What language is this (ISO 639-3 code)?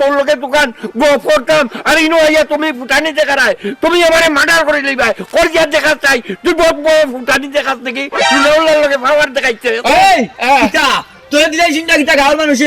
syl